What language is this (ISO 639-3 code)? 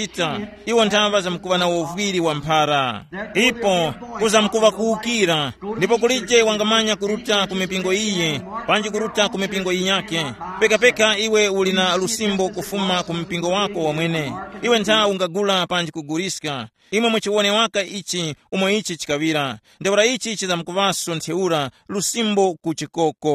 tum